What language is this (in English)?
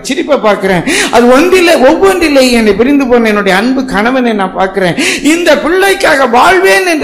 Tamil